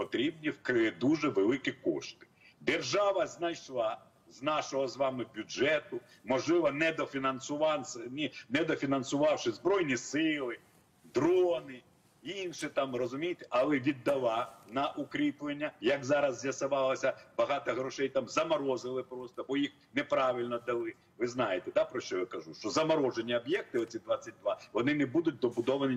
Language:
Ukrainian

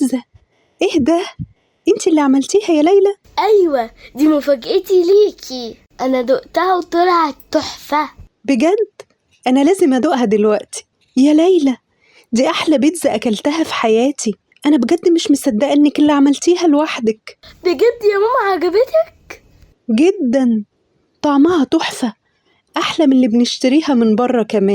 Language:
Egyptian Arabic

